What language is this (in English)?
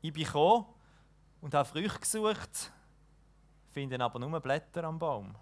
Swiss German